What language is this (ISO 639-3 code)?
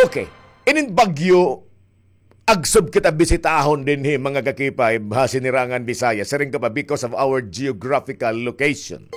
war